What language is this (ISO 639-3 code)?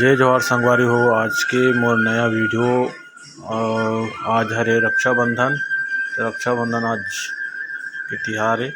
hne